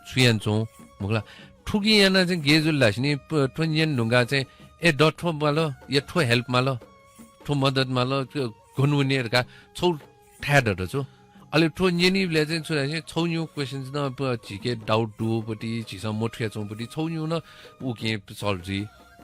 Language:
Newari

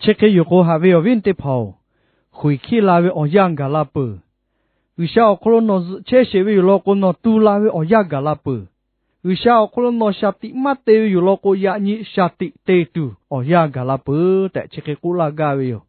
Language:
Lahu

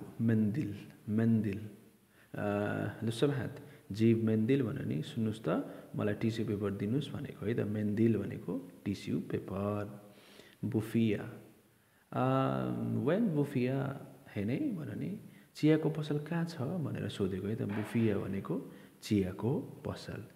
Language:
Nepali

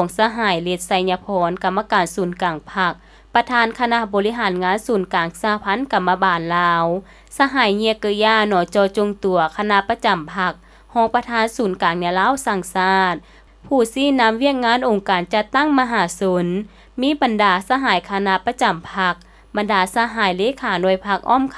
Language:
Lao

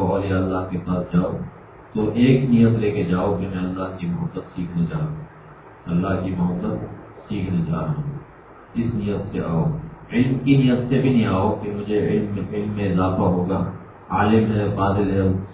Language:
Urdu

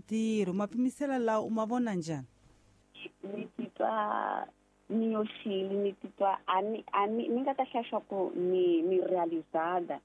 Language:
Tsonga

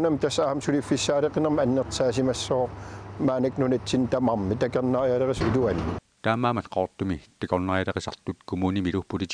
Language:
Kalaallisut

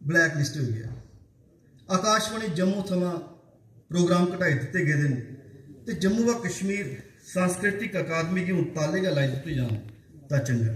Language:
Dogri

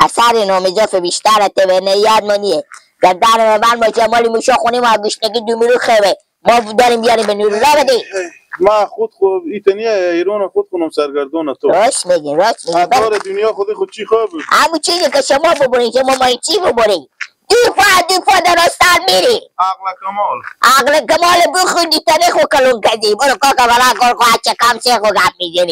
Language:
Hazaragi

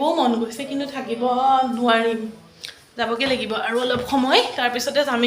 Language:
Assamese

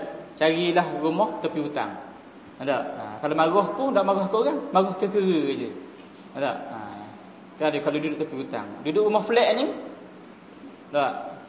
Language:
Malay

